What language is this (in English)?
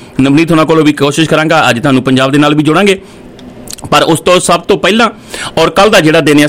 Punjabi